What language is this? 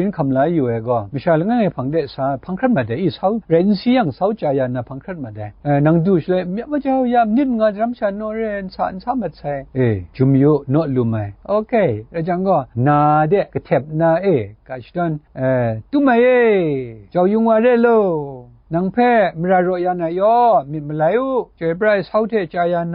Kachin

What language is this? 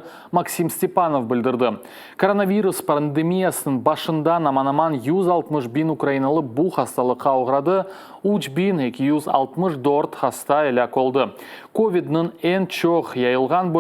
Crimean Tatar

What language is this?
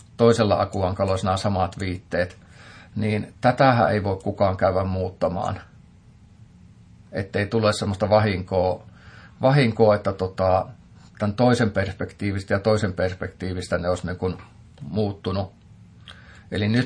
Finnish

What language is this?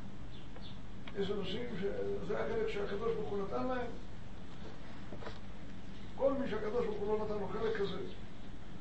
Hebrew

